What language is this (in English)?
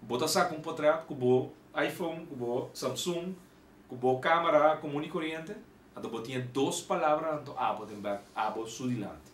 Papiamento